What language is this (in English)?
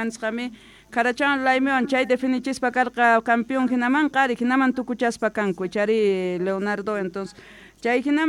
Quechua